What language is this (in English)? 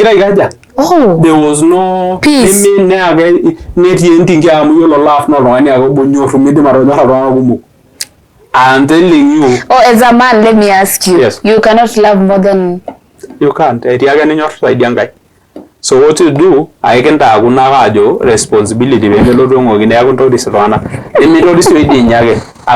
Masai